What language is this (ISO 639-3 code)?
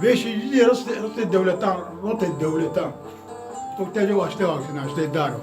zza